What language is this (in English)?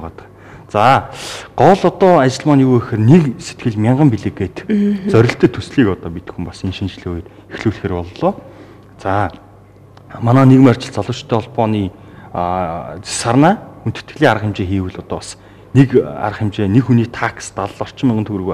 Mongolian